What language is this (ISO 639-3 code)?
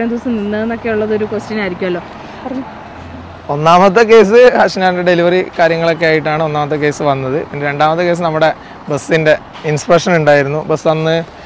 mal